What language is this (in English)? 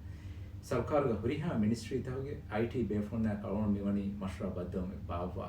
Divehi